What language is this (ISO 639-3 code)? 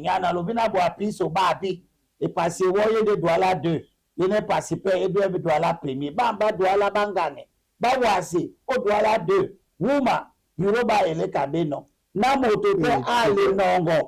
dua